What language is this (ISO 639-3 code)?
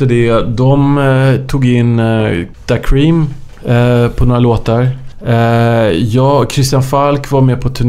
swe